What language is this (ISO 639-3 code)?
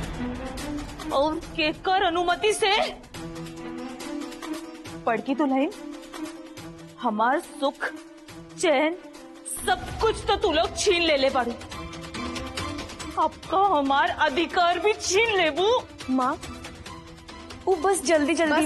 bho